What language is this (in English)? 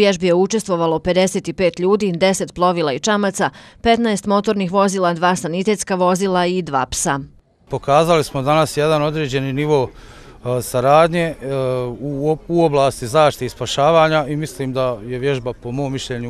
Bosnian